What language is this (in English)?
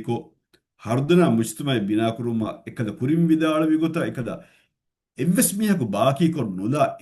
Divehi